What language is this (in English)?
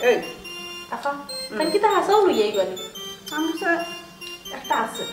Sylheti